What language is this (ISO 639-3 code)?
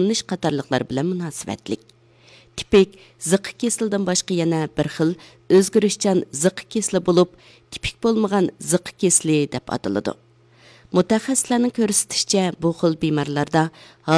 uig